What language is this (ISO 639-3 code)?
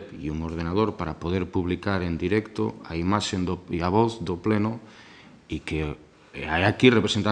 glg